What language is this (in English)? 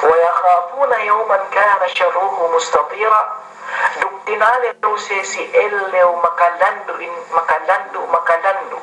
Yakan